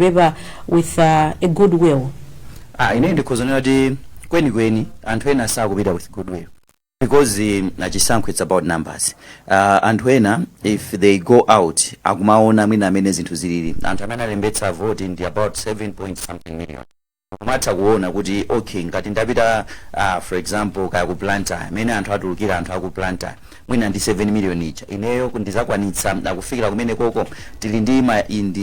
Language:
Nyanja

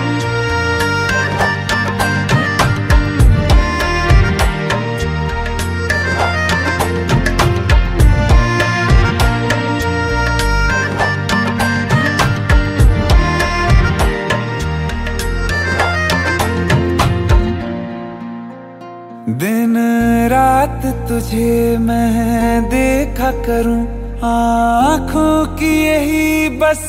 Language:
Hindi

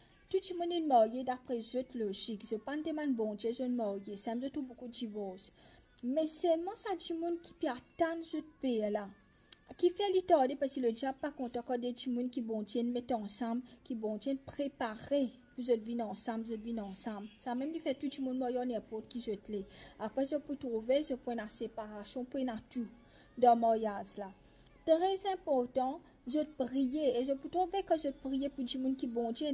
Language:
Morisyen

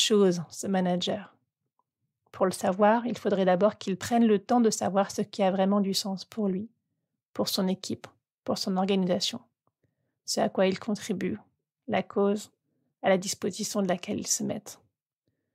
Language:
French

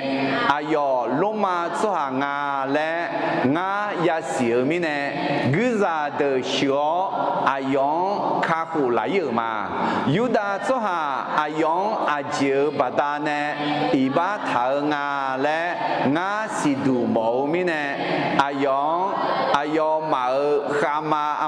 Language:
Akha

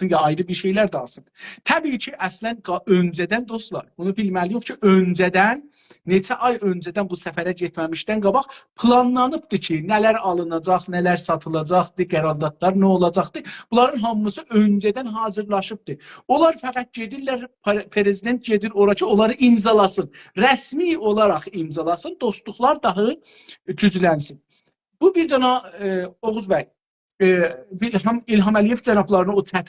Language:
South Azerbaijani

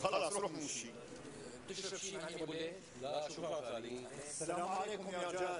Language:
North Levantine Arabic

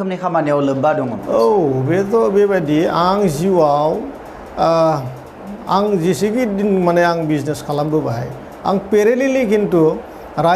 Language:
Bodo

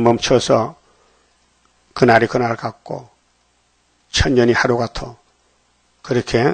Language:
Korean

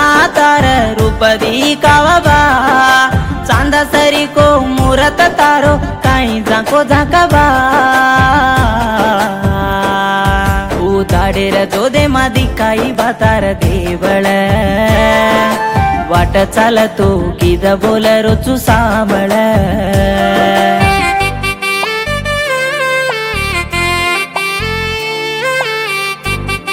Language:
Lambadi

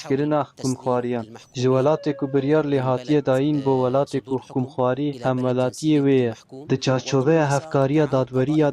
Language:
Kurdish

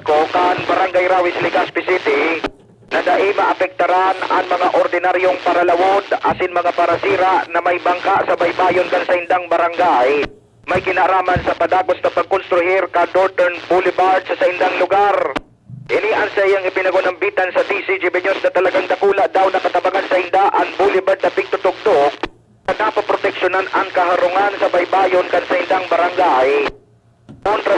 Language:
Bikol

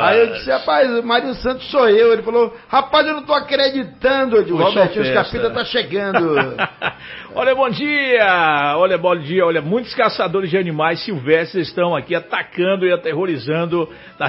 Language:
Portuguese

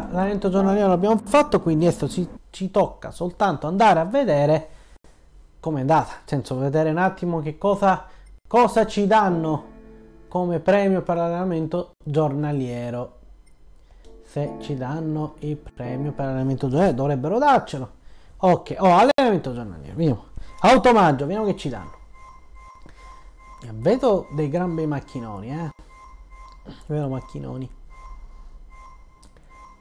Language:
Italian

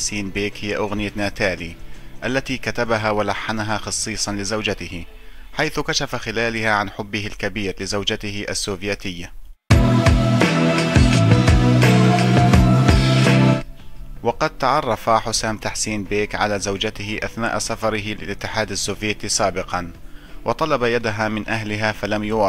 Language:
Arabic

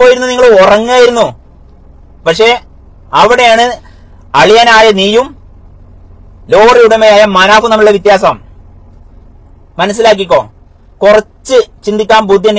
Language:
Malayalam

